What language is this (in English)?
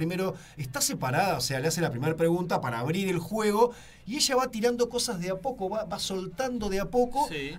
Spanish